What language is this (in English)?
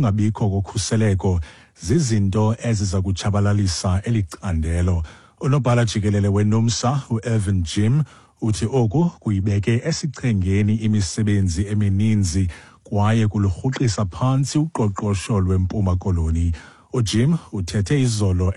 Xhosa